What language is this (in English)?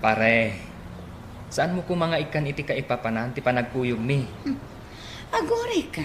Iloko